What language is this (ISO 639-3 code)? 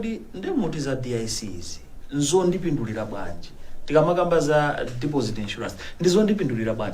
nya